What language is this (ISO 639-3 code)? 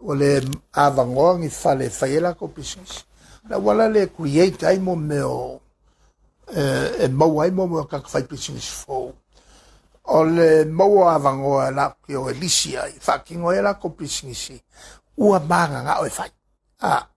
smo